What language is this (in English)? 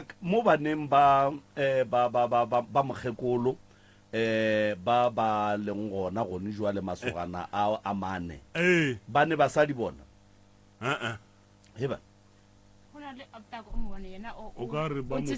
Northern Sotho